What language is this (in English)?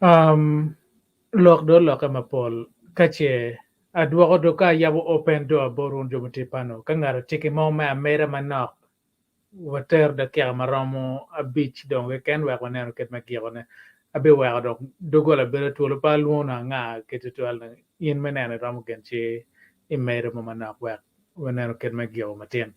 Acoli